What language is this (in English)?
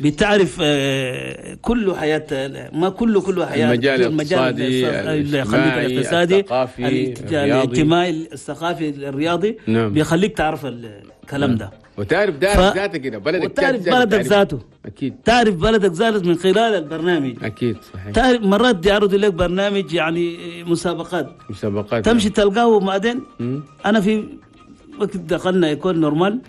Chadian Arabic